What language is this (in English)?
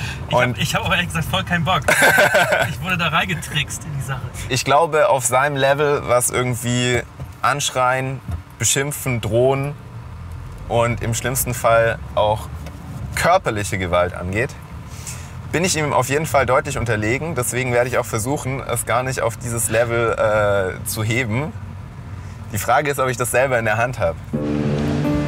German